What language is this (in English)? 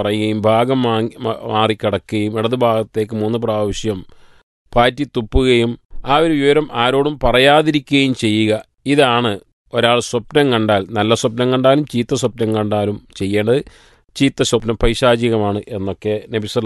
Malayalam